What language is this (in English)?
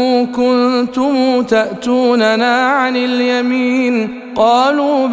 Arabic